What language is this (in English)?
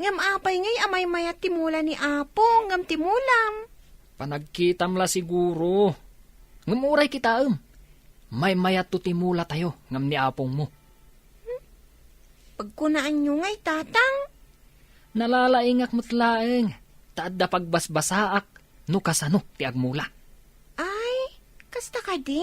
Iloko